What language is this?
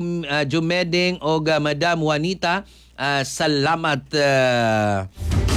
Filipino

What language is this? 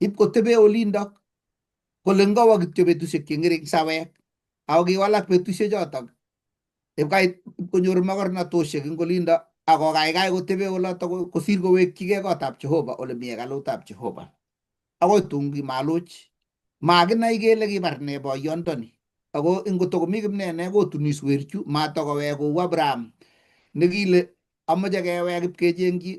Kalenjin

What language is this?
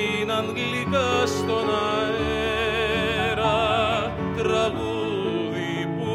Greek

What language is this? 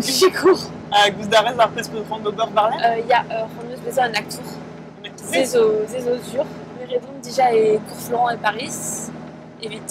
Breton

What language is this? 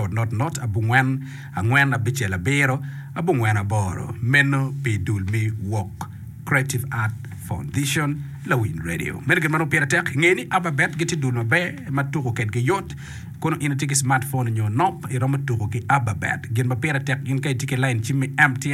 Acoli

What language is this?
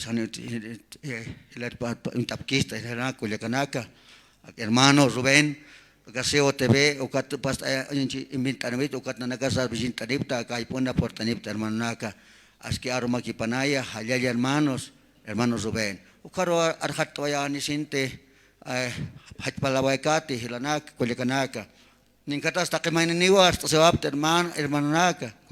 Aymara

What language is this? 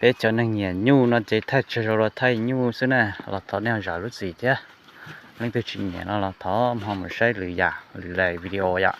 Hmong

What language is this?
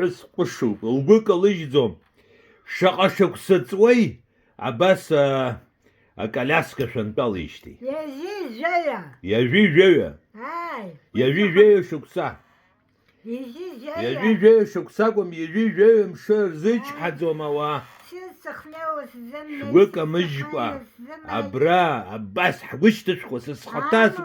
Abkhazian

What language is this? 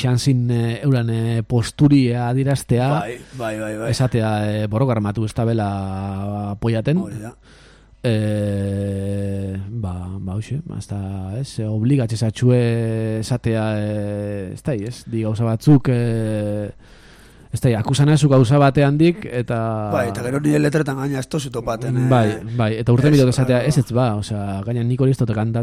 Basque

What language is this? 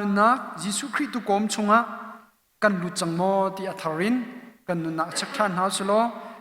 Hakha Chin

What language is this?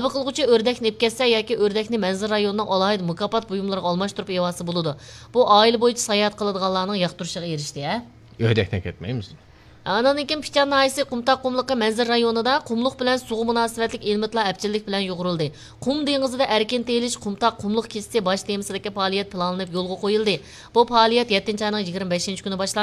Uyghur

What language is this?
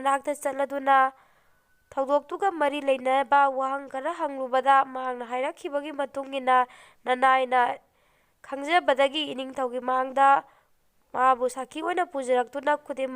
Manipuri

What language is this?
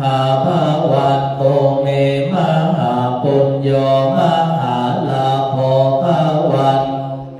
Pali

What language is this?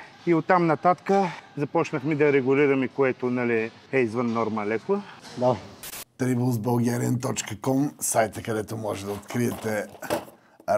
Bulgarian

